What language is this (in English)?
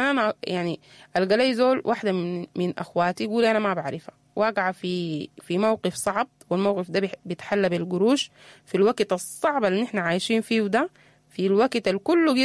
Sudanese Arabic